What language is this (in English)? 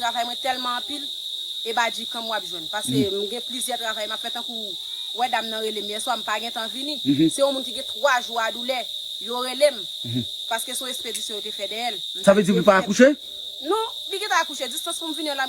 Haitian Creole